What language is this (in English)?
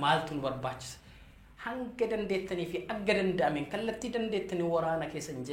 Oromo